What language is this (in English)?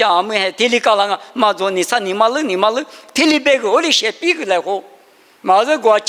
Lisu